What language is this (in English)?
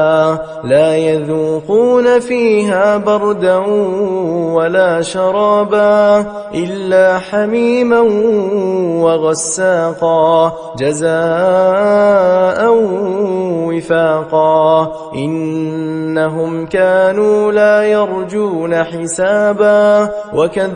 Arabic